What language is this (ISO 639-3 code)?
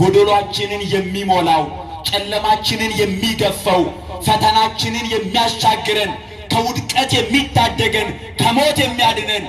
amh